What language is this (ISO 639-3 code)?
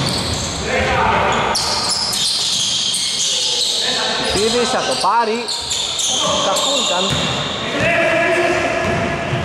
ell